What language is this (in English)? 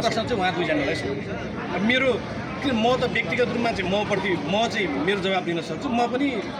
Nepali